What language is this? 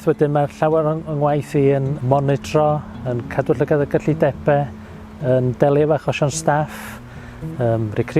Welsh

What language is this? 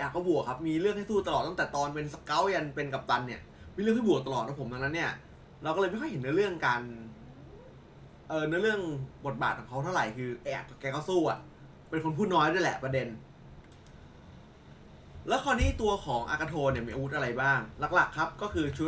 Thai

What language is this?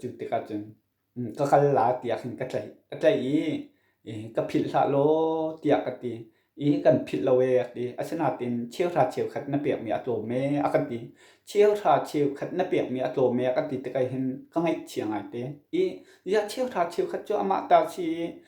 Hakha Chin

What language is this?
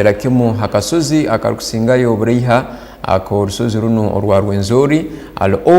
Tooro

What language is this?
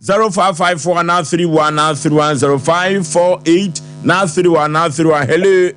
Akan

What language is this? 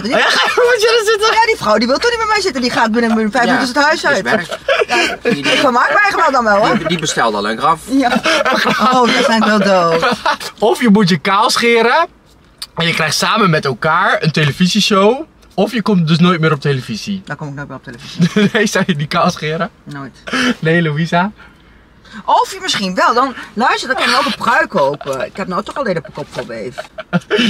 Dutch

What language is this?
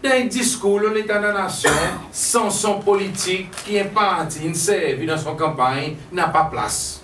Seselwa Creole French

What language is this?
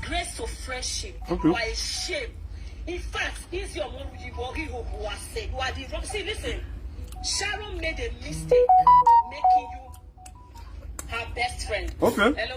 Nigerian Pidgin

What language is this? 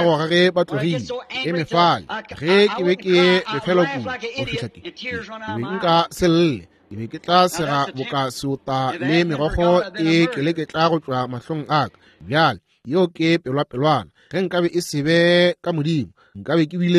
Northern Sotho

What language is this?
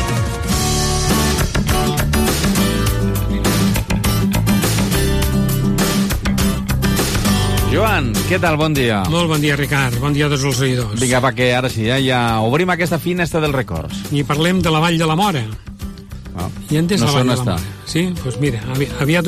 Catalan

